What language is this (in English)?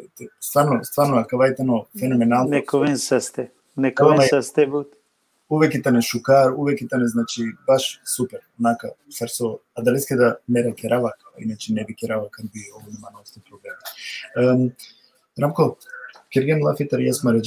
Balkan Romani